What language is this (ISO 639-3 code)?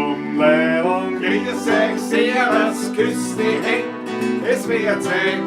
bar